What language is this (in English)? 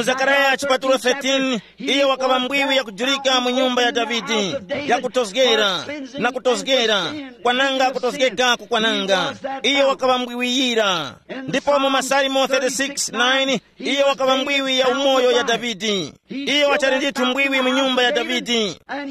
Tumbuka